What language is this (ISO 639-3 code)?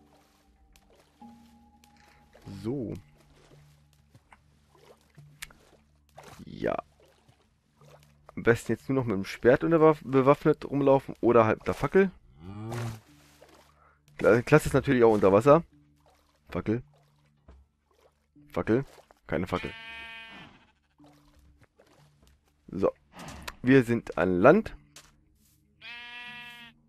deu